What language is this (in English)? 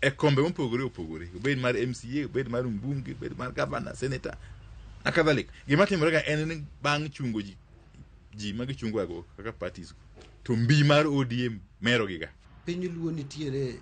Luo (Kenya and Tanzania)